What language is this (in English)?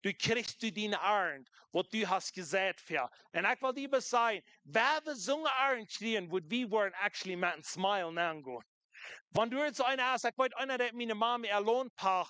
Plautdietsch